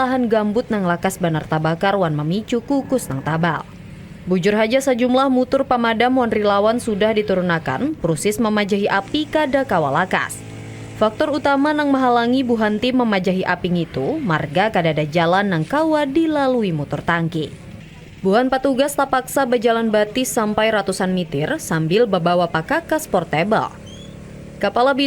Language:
Banjar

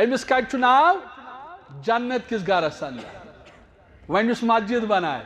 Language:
Kashmiri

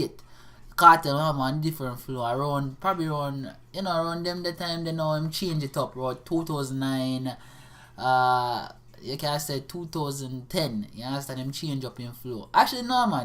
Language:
Jamaican Creole English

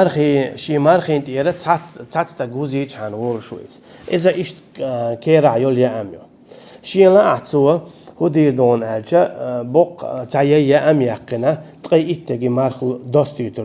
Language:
Chechen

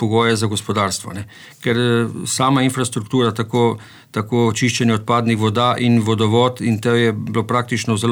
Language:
Slovenian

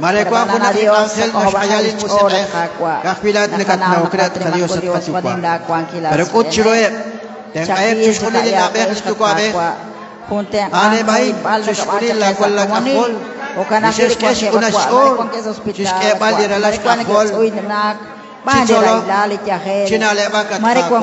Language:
Kekchí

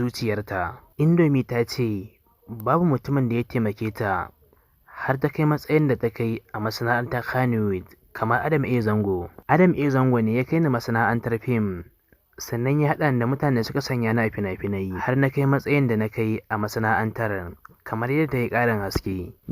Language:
Hausa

